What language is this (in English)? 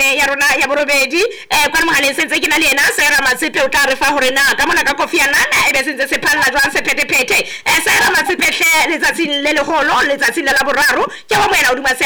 Southern Sotho